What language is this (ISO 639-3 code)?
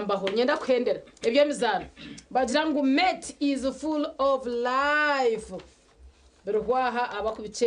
nyn